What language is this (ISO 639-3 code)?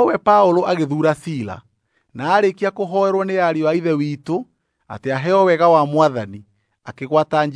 kik